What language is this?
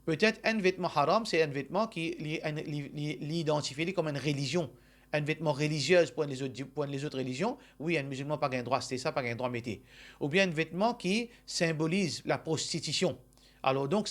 Morisyen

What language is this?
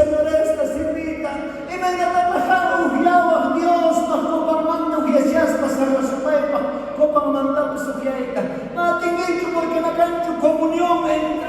South Bolivian Quechua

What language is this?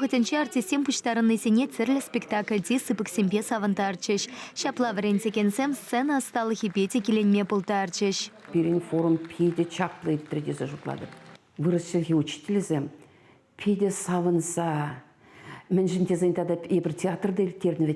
Chuvash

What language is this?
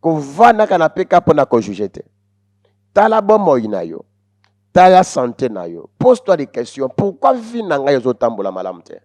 Lingala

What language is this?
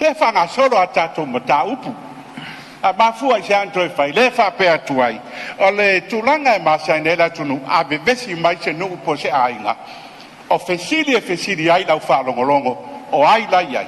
Samoan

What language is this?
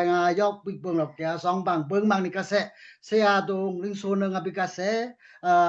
Daai Chin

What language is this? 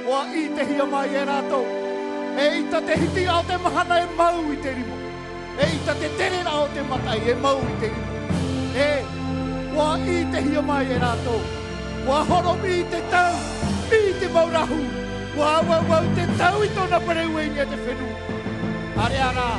Tahitian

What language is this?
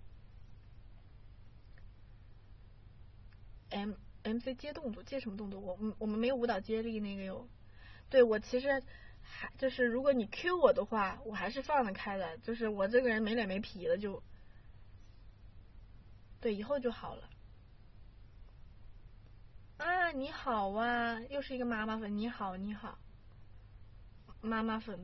Chinese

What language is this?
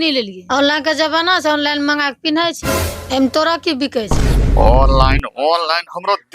Angika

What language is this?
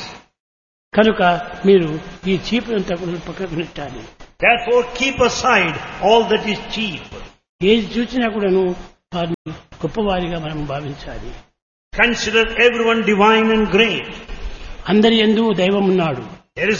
Telugu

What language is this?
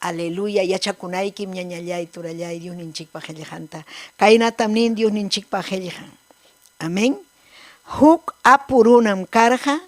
Ayacucho Quechua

